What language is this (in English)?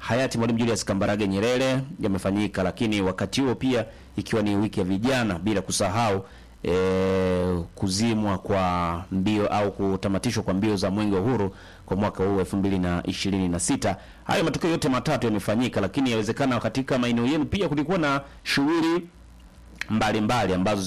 Swahili